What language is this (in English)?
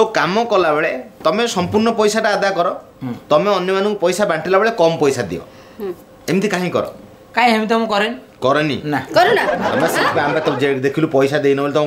Odia